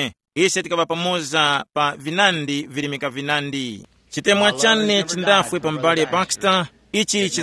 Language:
Tumbuka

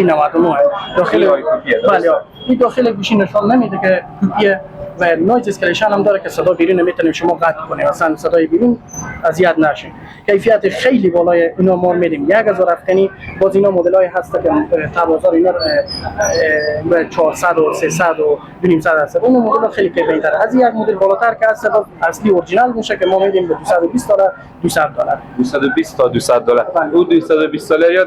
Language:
Persian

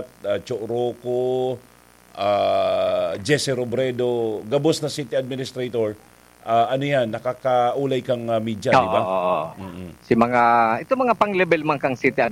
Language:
Bikol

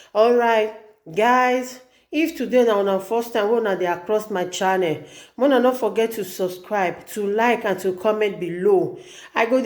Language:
Nigerian Pidgin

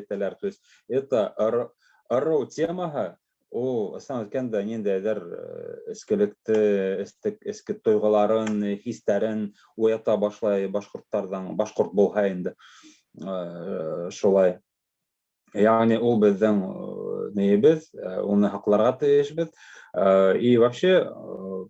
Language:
Bashkir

